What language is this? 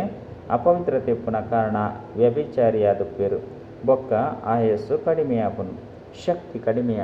Tulu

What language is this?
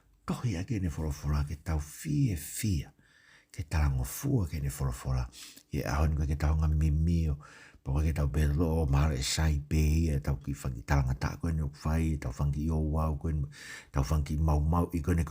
Tongan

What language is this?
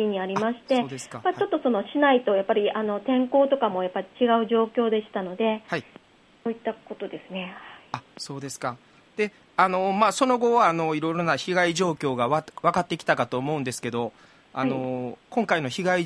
Japanese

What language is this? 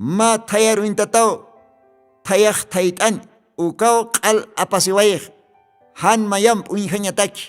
Aymara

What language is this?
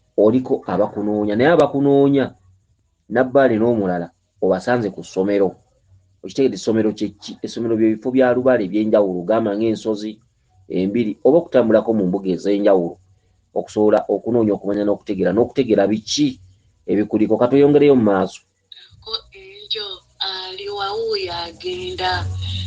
Ganda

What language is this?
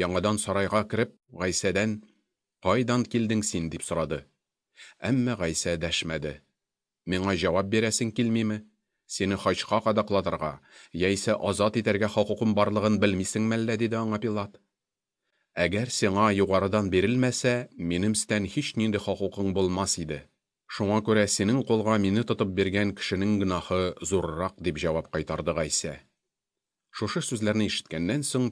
Tatar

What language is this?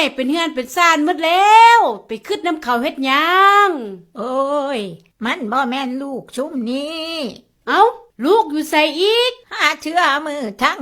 Northeastern Thai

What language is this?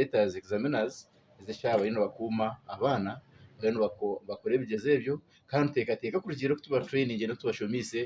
Nyankole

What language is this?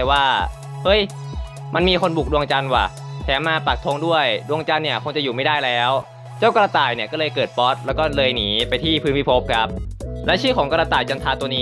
Thai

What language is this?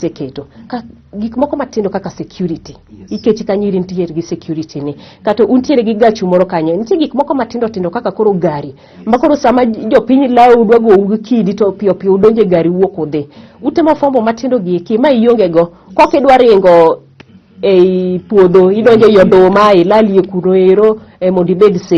Luo (Kenya and Tanzania)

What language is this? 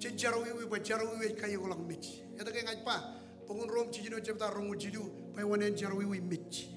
Marshallese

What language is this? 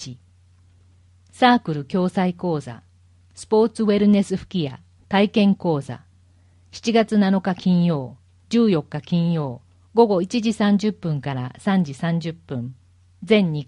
Japanese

